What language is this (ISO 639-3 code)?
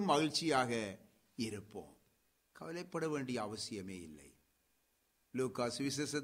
tam